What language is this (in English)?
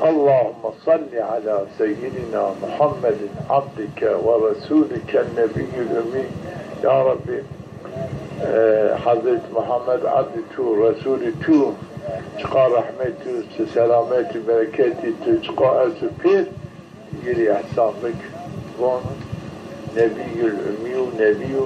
Zaza